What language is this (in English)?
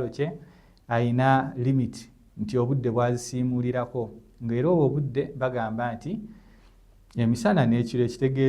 Ganda